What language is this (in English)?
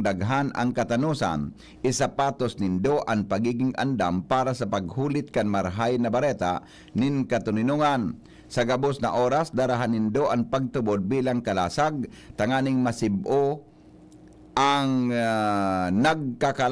Bikol